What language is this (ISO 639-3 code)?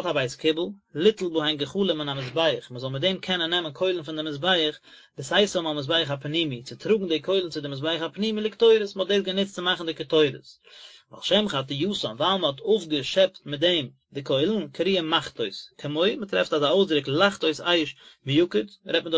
yid